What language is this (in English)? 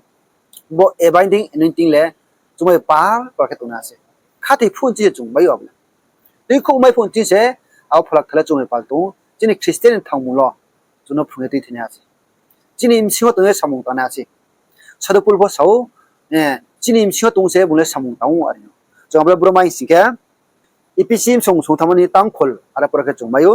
Riang (India)